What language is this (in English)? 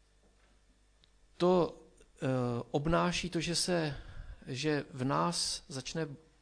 Czech